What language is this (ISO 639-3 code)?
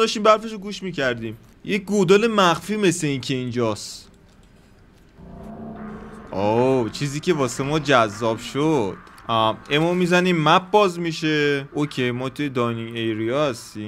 fas